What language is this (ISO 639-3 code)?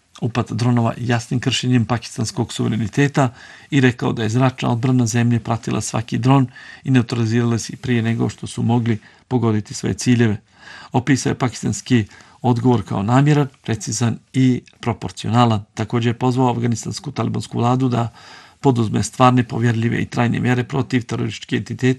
bos